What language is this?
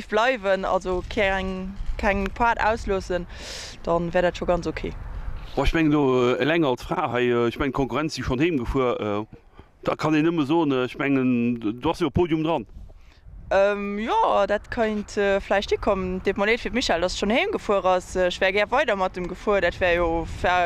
Luxembourgish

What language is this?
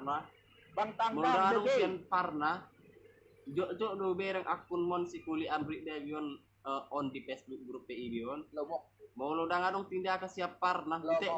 Batak Toba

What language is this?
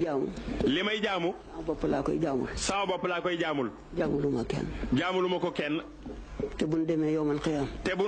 Wolof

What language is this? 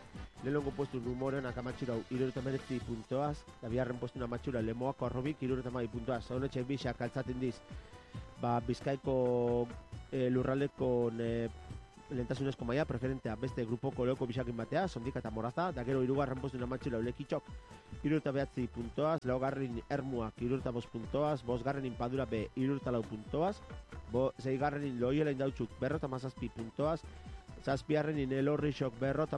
Basque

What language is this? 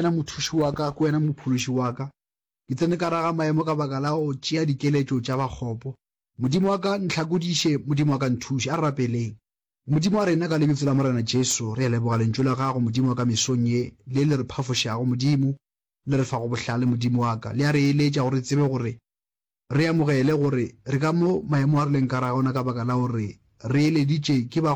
Northern Sotho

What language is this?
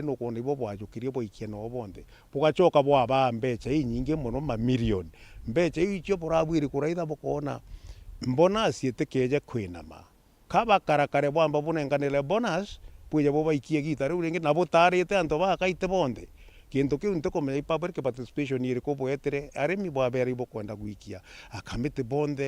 Meru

